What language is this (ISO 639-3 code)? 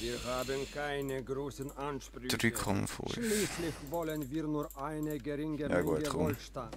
gsw